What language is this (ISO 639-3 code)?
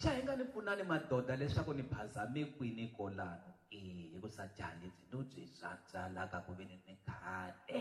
tso